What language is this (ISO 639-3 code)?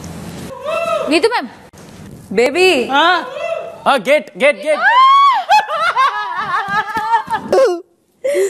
tel